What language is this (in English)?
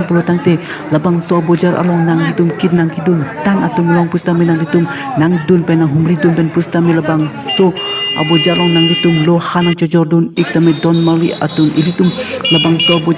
Karbi